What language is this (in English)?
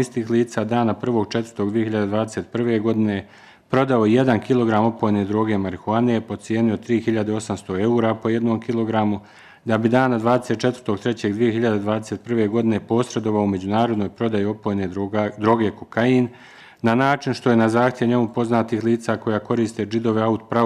Bosnian